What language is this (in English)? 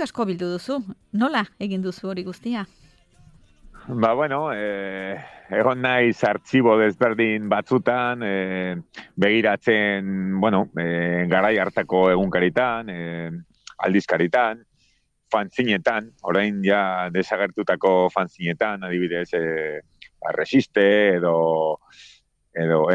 Basque